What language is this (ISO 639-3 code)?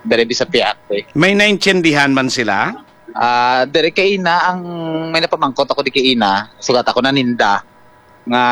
hil